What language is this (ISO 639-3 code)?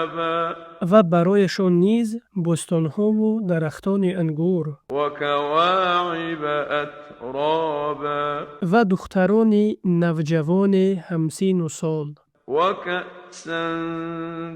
tgk